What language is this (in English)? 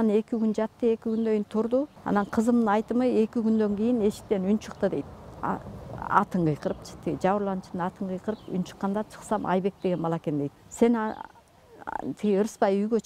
Kyrgyz